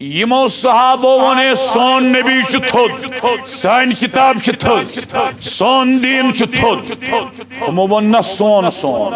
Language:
Kashmiri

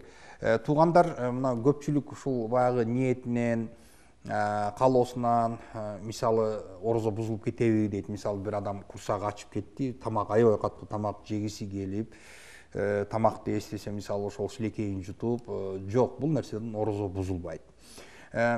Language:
Kyrgyz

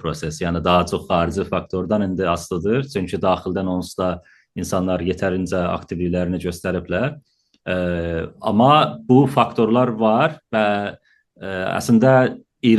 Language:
South Azerbaijani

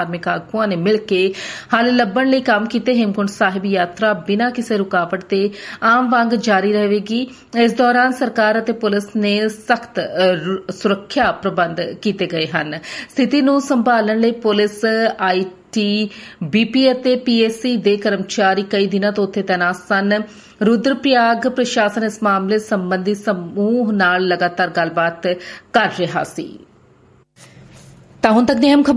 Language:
Punjabi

